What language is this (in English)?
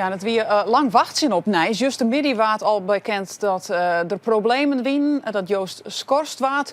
Western Frisian